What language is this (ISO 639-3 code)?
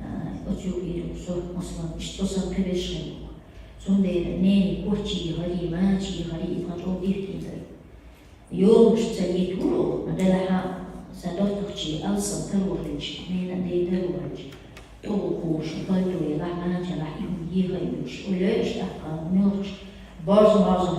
che